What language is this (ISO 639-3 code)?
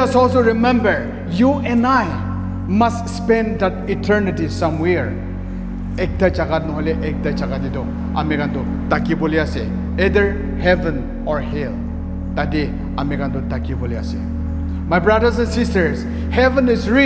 nag